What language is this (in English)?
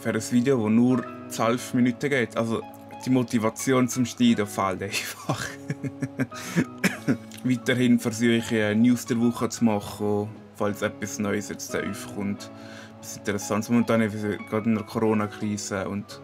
Swiss German